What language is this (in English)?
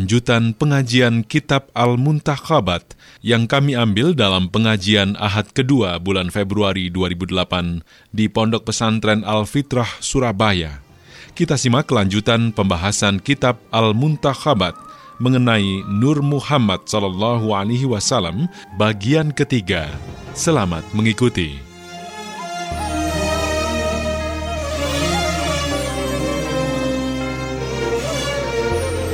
Indonesian